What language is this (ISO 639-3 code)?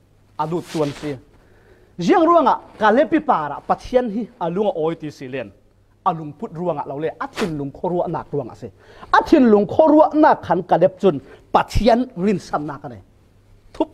cfm